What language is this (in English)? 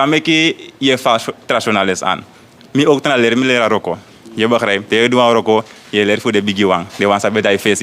Sranan Tongo